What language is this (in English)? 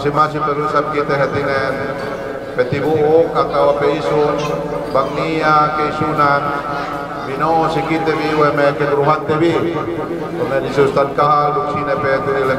Yakan